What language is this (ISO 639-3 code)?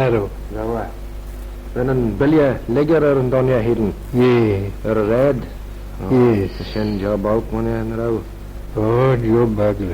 glv